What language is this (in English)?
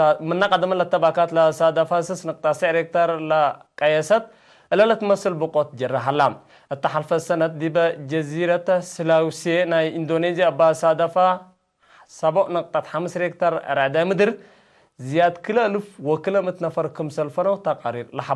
Tigre